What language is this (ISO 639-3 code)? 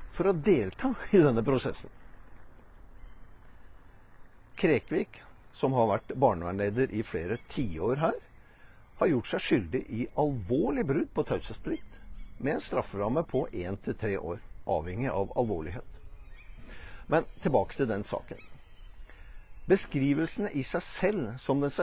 nor